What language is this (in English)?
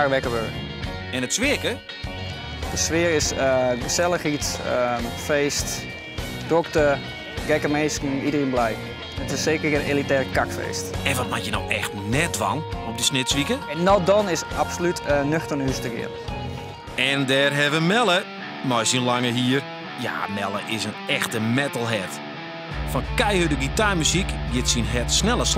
Western Frisian